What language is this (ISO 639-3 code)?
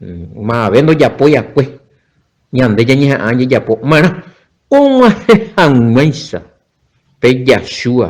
grn